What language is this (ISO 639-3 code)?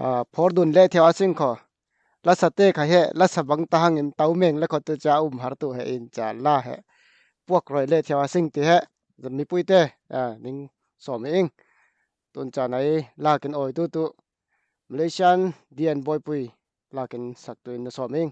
cfm